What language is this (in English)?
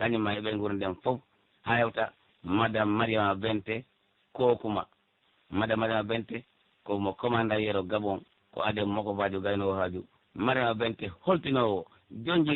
Pular